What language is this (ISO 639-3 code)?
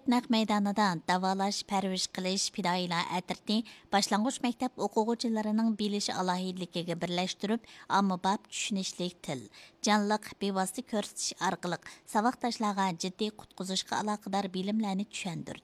uig